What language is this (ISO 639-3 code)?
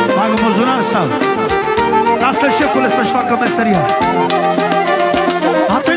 ron